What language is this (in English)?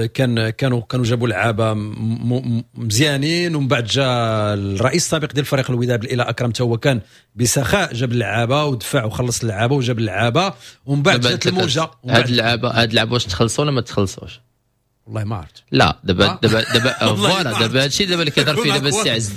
Moroccan Arabic